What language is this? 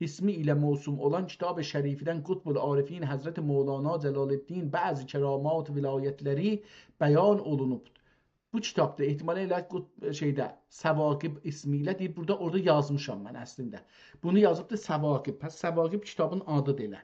South Azerbaijani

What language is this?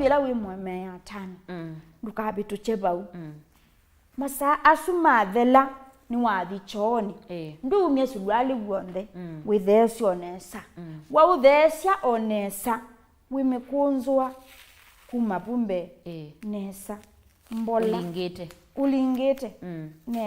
Kamba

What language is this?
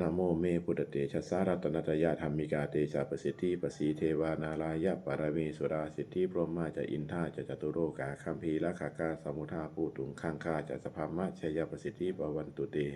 Pali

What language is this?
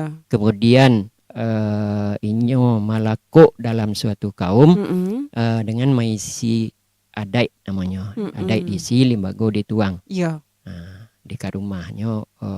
Minangkabau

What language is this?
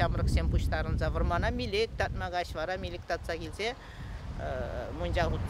Chuvash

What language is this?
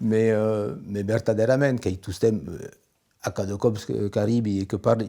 Occitan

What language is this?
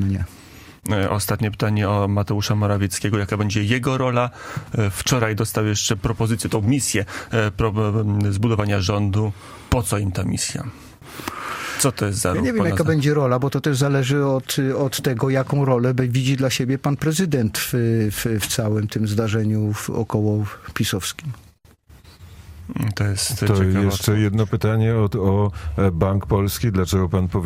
Polish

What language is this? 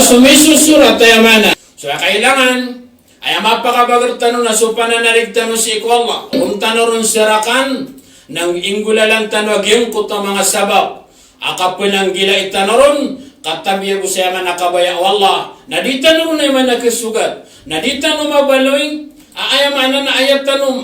Maranao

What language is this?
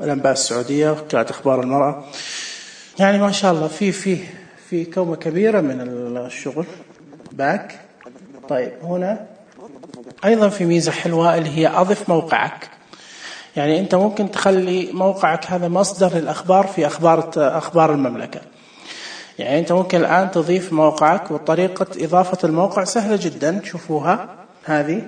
Najdi Arabic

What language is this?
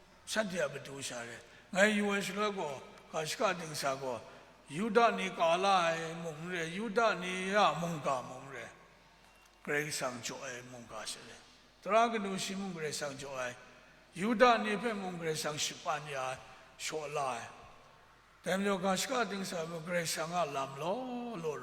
Kachin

